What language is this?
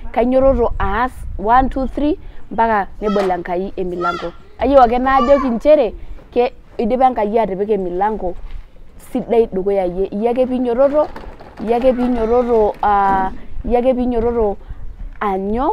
Masai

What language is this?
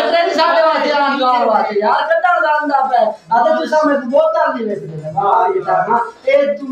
Saraiki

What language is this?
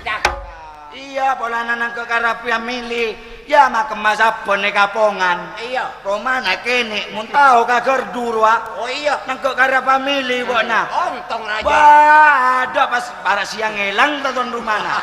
Madurese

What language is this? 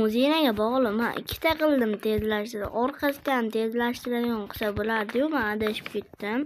Uzbek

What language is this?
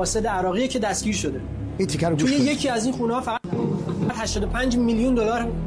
Persian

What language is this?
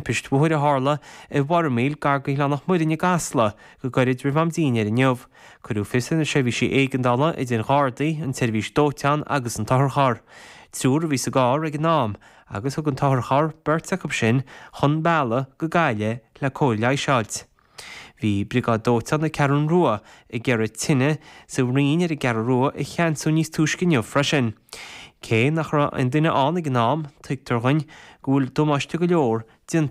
Irish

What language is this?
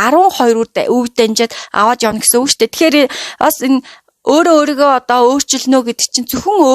Mongolian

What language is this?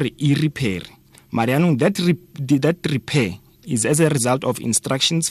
Tswana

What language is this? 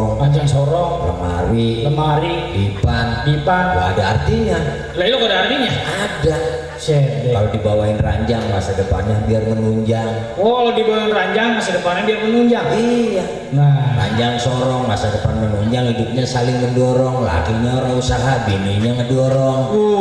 Betawi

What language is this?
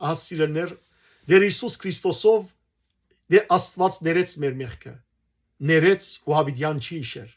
Western Armenian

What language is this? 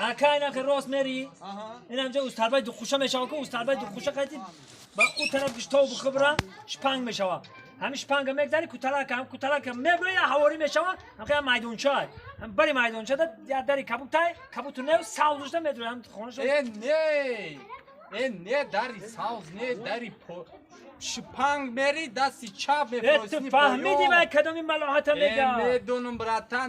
Tajik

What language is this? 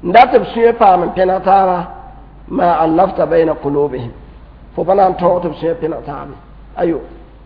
Mossi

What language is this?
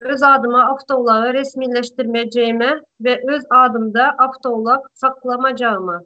Turkmen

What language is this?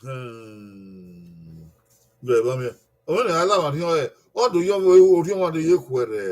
Bini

